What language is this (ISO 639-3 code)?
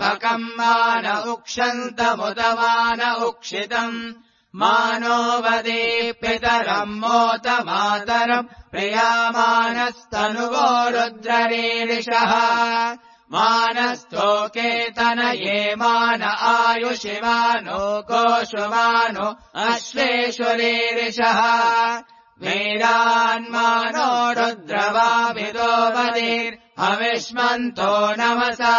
san